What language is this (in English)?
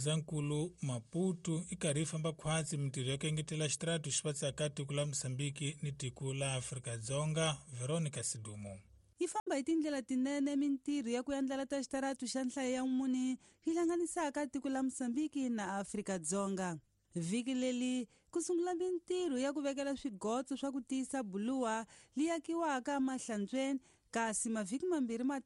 Tsonga